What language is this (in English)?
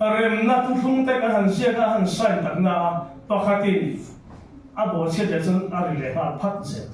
Mizo